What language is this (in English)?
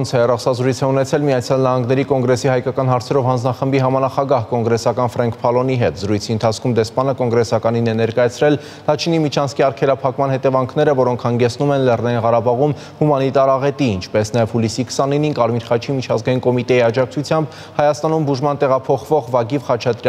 Armenian